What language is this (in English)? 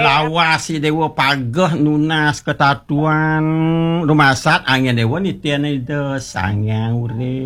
Balinese